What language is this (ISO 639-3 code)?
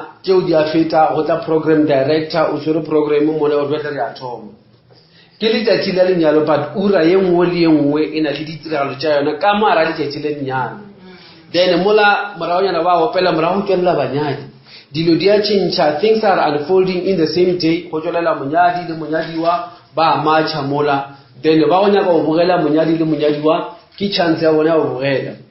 nso